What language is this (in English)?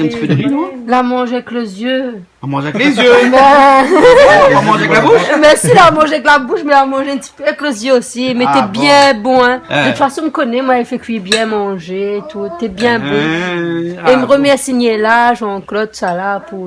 Réunion Creole French